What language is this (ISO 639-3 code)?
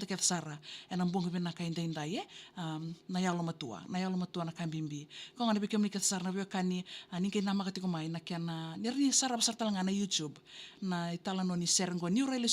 fij